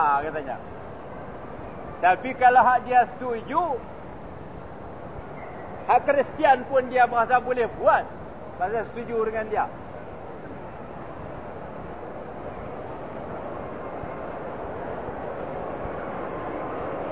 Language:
Malay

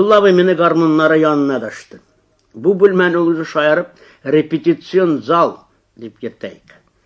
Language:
Tatar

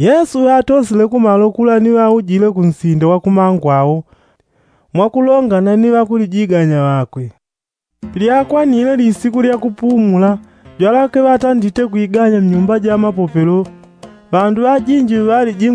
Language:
Yao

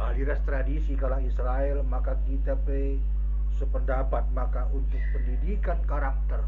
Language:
Batak Karo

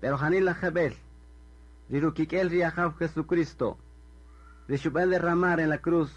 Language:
Kaqchikel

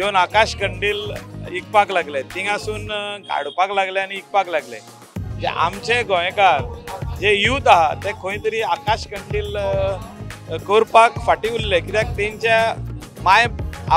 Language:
Konkani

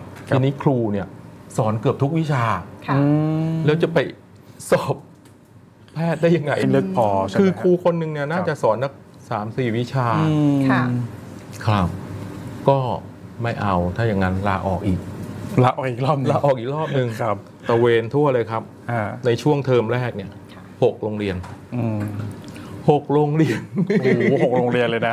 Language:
Thai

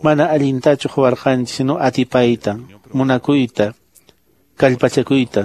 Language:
Quechua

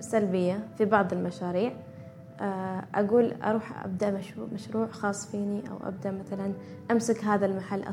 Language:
Gulf Arabic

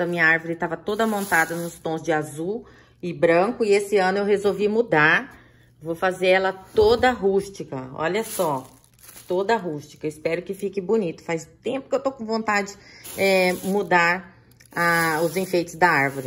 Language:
Portuguese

